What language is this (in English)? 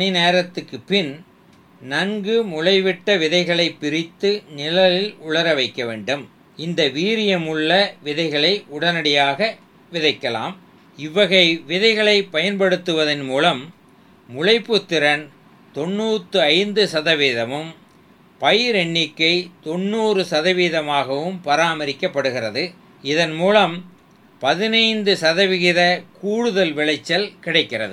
Tamil